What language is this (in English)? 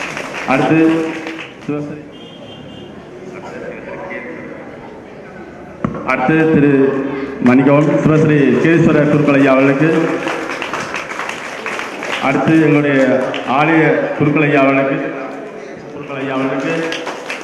Tamil